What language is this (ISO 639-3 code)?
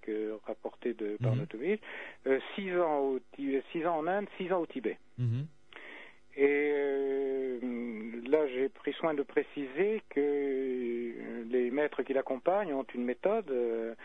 fra